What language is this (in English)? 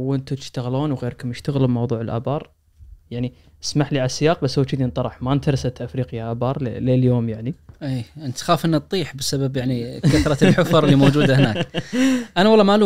Najdi Arabic